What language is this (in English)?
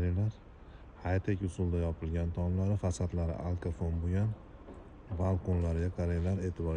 Uzbek